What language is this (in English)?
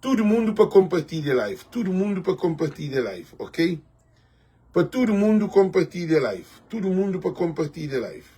Kabuverdianu